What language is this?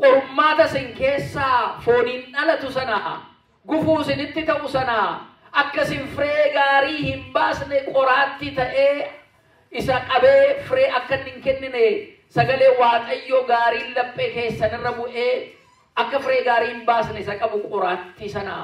Oromo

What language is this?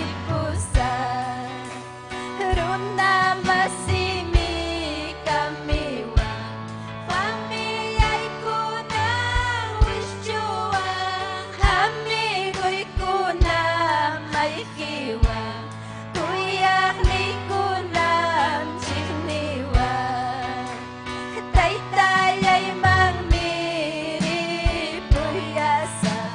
Ayacucho Quechua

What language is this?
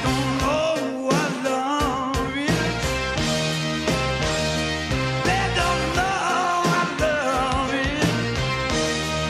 Croatian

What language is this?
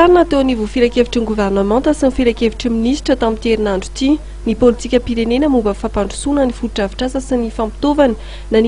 Malagasy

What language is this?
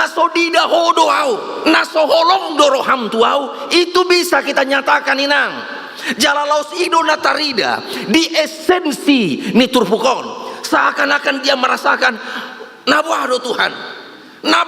Batak Toba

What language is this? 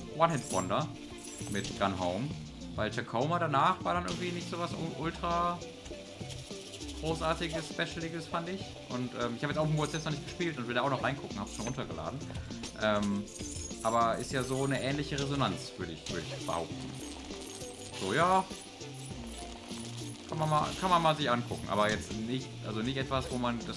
German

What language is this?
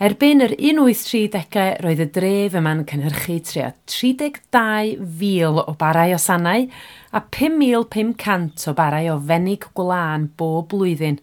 Welsh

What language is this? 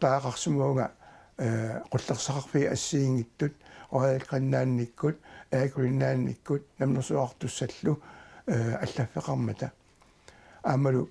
Kalaallisut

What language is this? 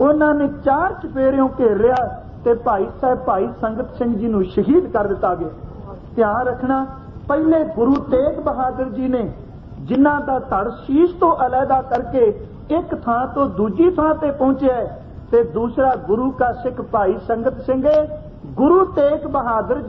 Punjabi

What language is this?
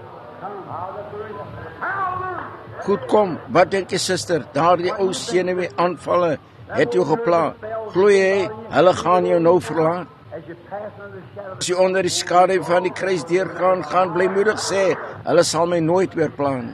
Afrikaans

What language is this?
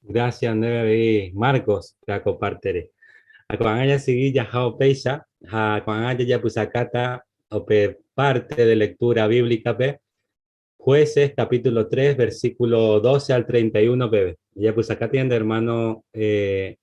Guarani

